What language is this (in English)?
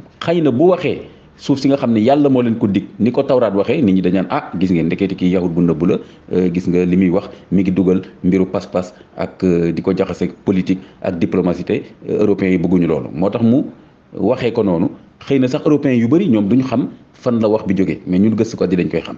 Wolof